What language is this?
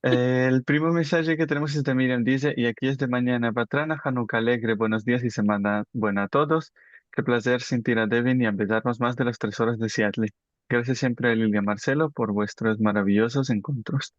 Ladino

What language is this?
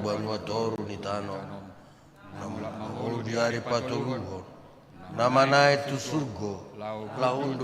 Batak Toba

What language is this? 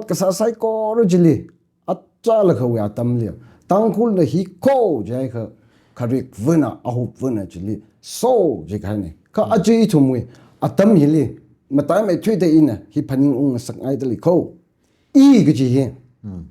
Tangkhul Naga (India)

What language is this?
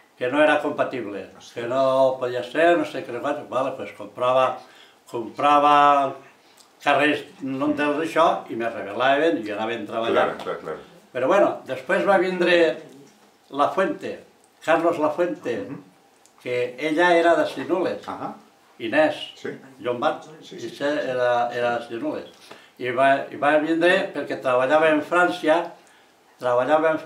Catalan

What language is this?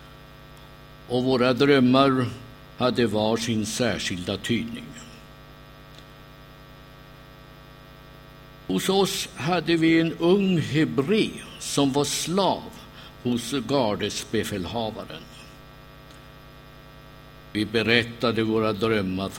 Swedish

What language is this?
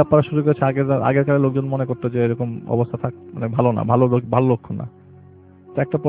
Bangla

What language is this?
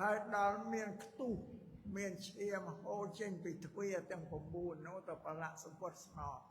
Khmer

